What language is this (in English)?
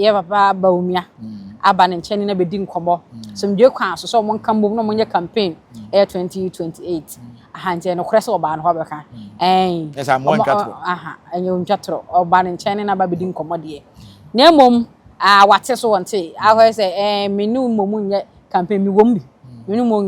Akan